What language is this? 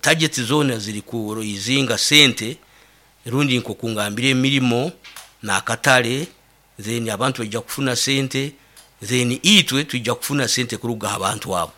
Nyoro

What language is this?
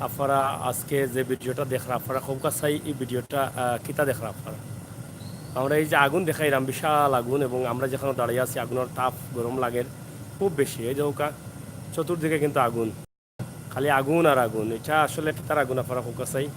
Sylheti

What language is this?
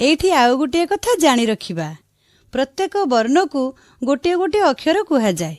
Odia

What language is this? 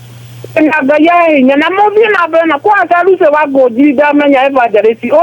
Kikuyu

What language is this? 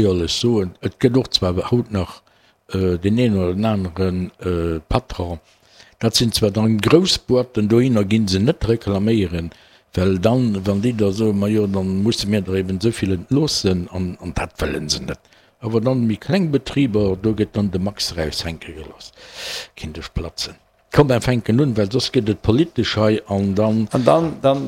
Luxembourgish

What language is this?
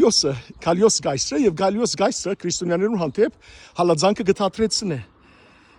Western Armenian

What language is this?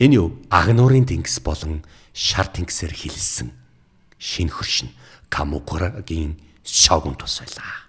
Mongolian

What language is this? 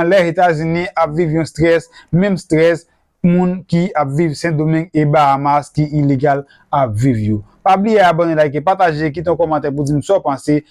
Haitian Creole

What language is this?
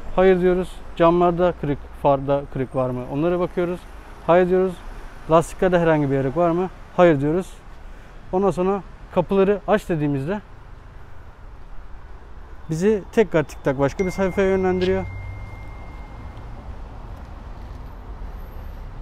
Turkish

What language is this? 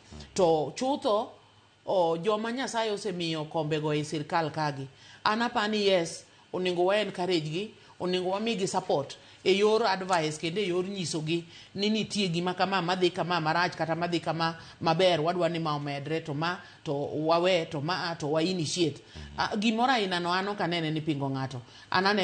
Luo (Kenya and Tanzania)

